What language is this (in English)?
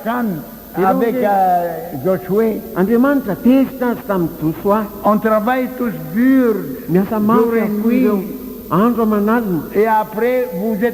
Malagasy